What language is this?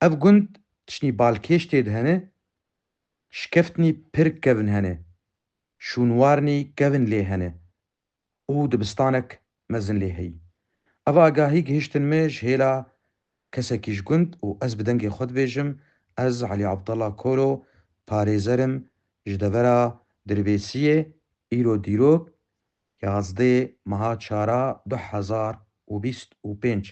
Kurdish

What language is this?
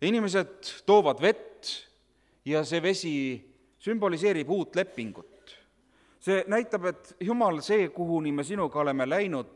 Estonian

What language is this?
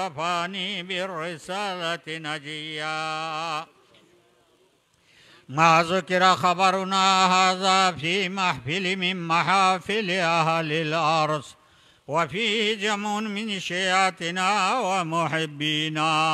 Urdu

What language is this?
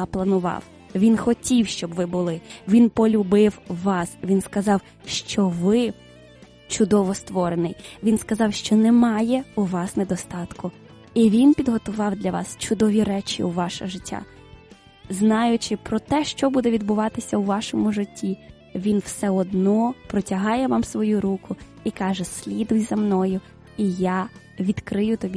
Ukrainian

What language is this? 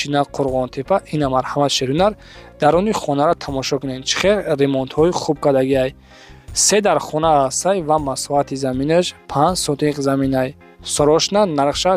Tajik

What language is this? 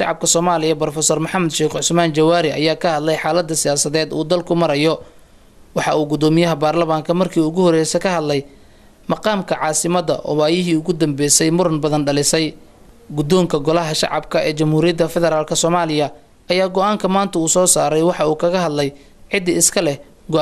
Somali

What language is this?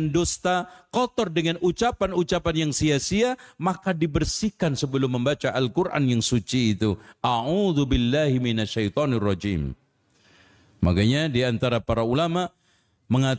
Indonesian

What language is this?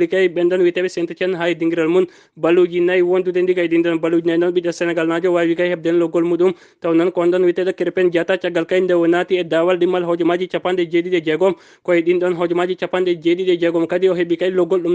Fula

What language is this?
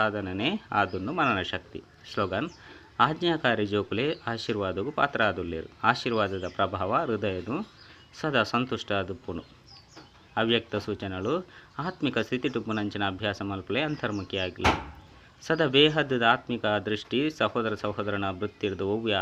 Tulu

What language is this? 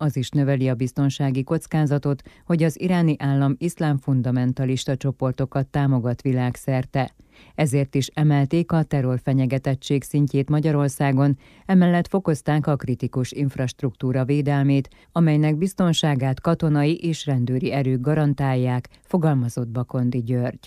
Hungarian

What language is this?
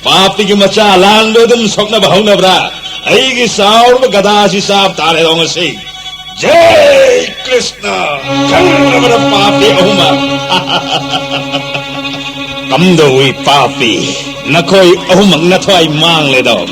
Manipuri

